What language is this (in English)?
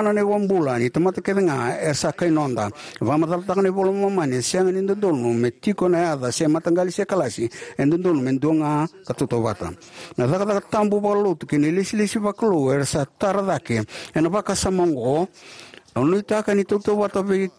Fijian